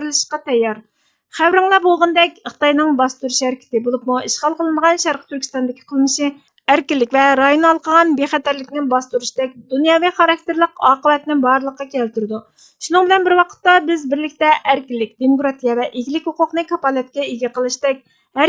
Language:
Uyghur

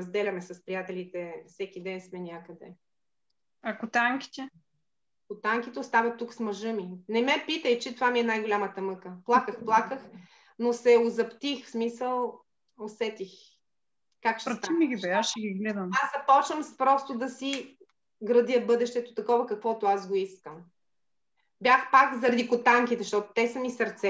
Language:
Bulgarian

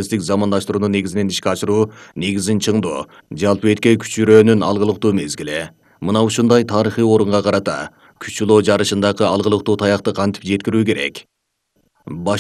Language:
Kyrgyz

